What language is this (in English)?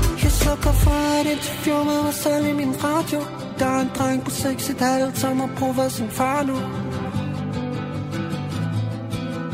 Danish